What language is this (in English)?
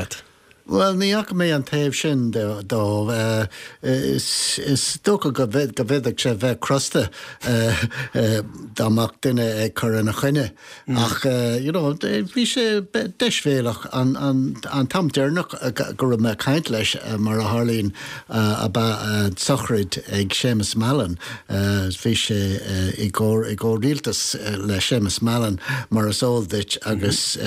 Irish